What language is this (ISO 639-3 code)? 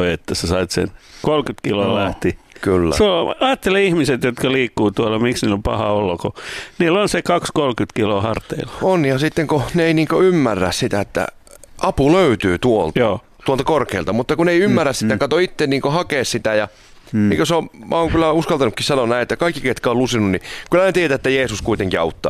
fin